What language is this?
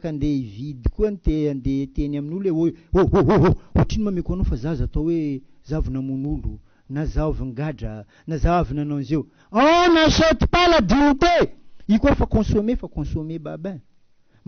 Malagasy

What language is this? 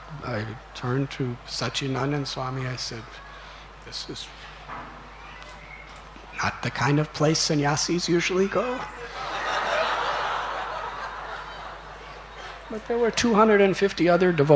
English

